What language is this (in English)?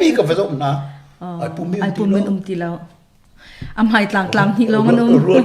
Hakha Chin